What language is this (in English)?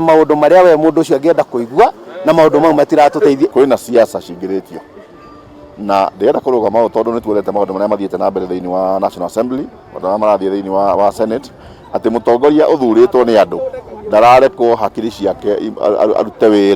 Kikuyu